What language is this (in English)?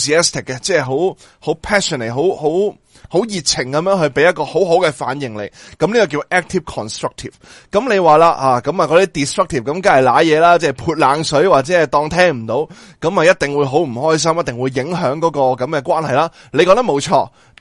Cantonese